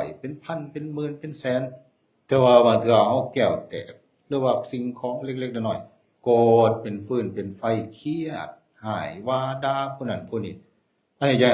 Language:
Northeastern Thai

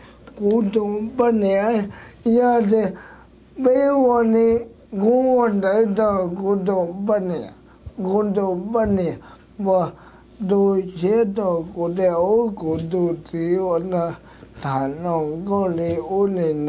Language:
Hmong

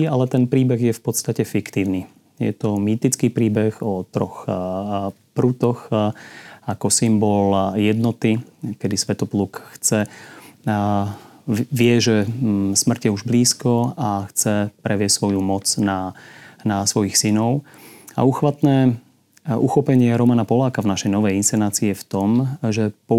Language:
Slovak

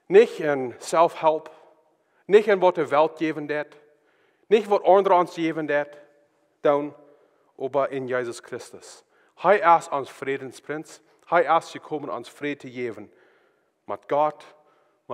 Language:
Plautdietsch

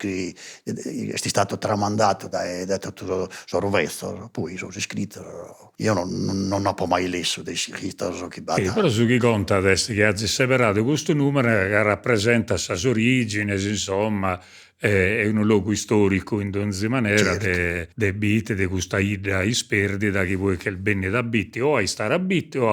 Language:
Sardinian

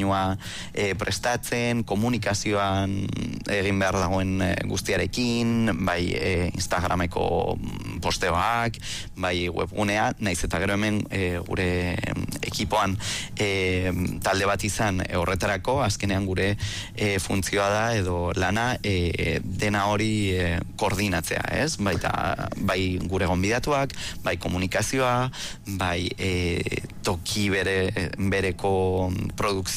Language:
Basque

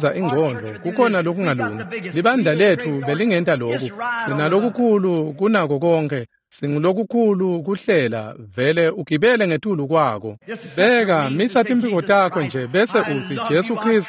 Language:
Swati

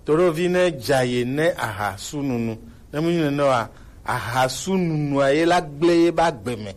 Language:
Gen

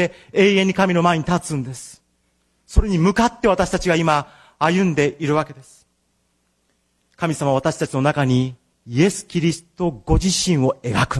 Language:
Japanese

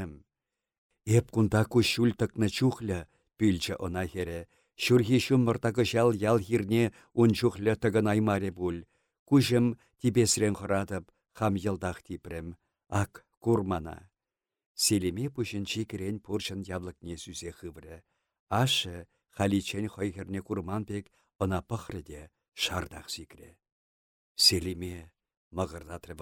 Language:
Chuvash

